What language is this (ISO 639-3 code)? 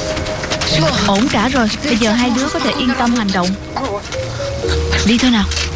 vie